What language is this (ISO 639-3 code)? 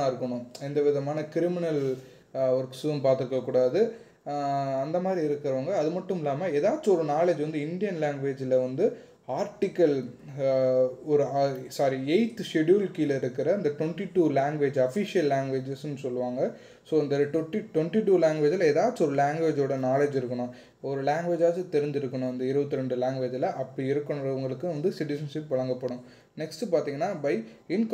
tam